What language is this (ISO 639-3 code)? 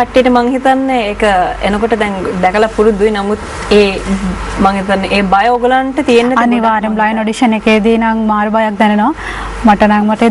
sin